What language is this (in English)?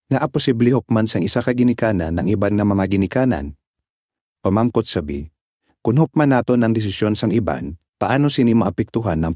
Hiligaynon